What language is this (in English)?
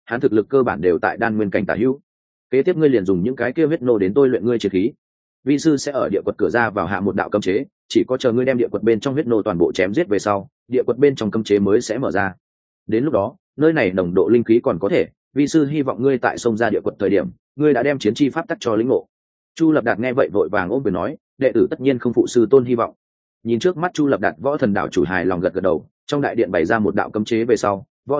Vietnamese